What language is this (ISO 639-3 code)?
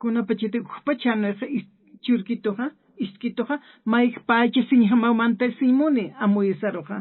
aym